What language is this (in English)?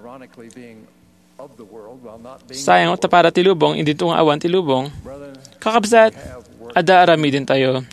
Iloko